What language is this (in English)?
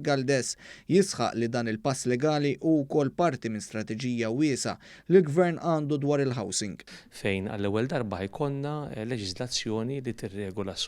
Maltese